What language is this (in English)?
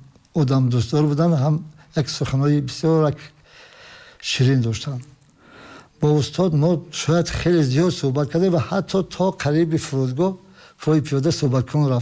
Tajik